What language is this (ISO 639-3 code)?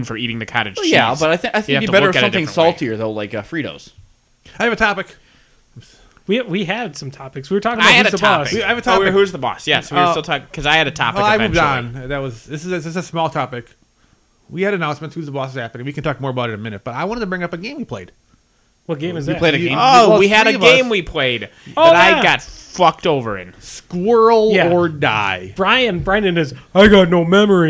eng